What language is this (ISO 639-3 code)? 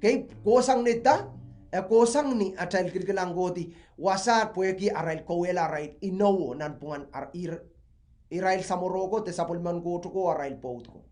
pon